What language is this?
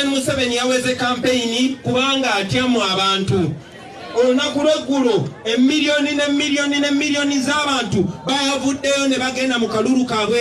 Ganda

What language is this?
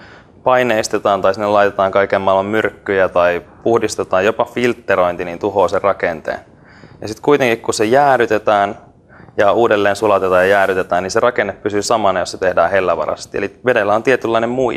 Finnish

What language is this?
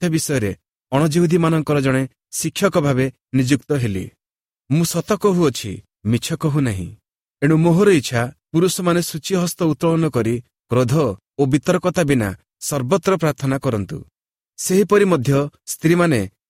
Odia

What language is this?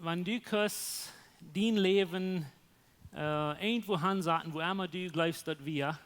Plautdietsch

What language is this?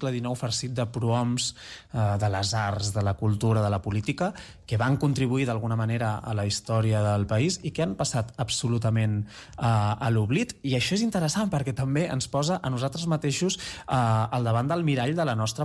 Catalan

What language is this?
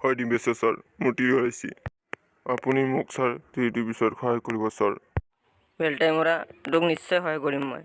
Assamese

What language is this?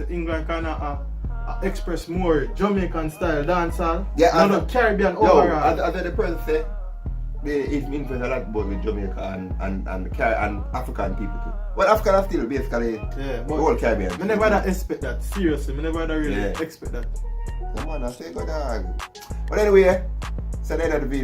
Jamaican Creole English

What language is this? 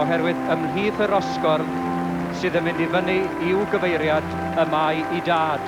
Welsh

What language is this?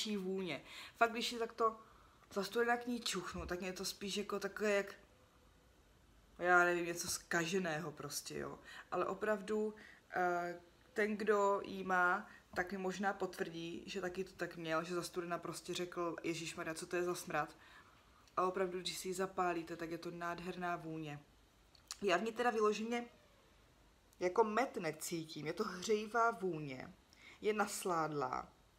Czech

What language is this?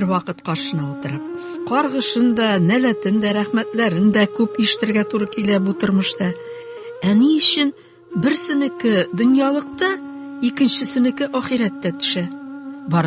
Tatar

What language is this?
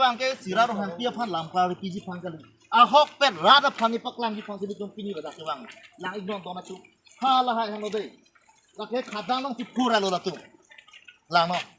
Karbi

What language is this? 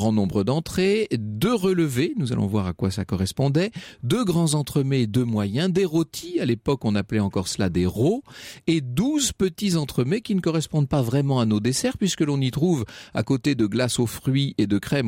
French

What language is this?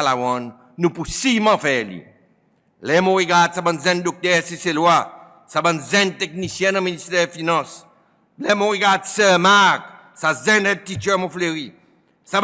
Seselwa Creole French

